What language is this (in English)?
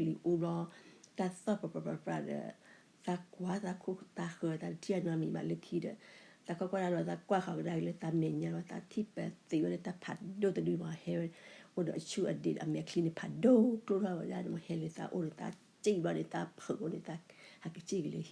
S'gaw Karen